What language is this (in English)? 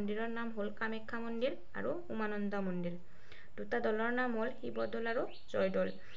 Assamese